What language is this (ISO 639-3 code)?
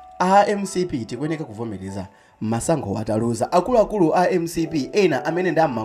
nya